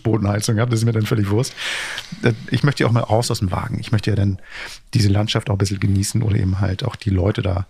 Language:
German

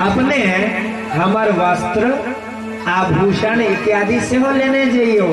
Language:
Maithili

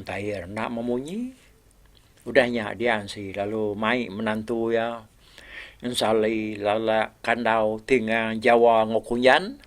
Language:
Iban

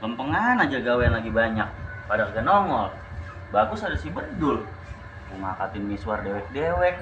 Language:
Betawi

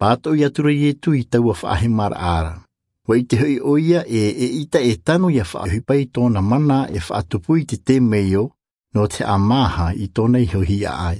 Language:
Tahitian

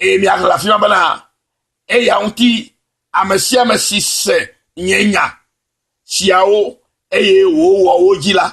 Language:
Ewe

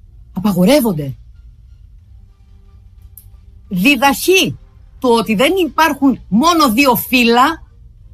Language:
Greek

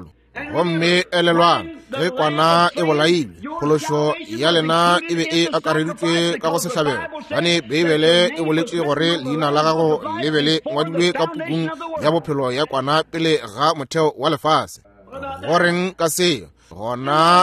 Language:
Northern Sotho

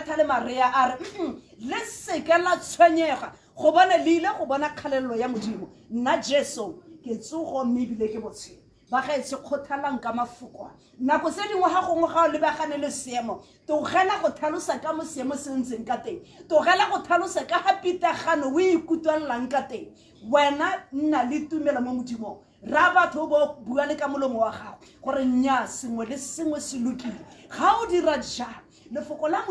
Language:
Tswana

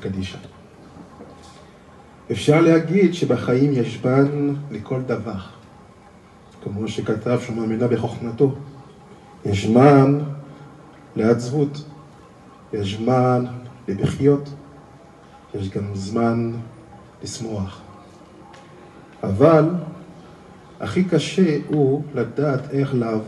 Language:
Hebrew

